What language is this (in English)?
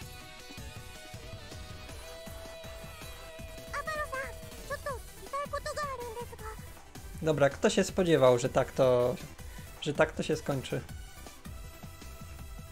Polish